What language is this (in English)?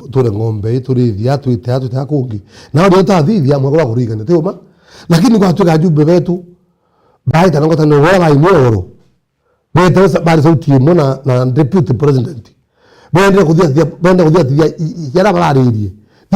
Meru